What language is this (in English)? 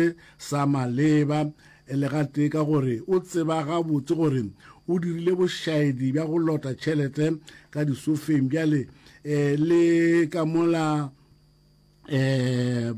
Northern Sotho